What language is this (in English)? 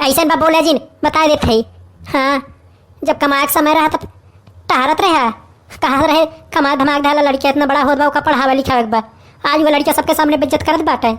Awadhi